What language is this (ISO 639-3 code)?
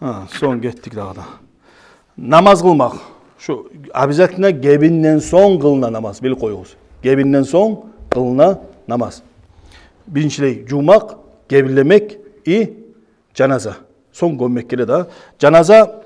kum